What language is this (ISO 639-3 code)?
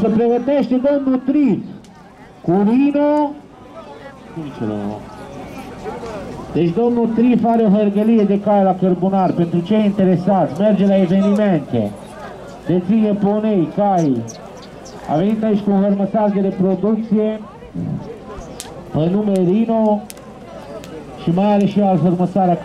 ron